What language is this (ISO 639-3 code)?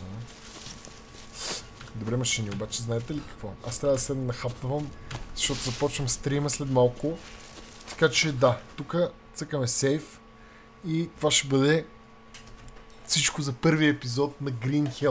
bul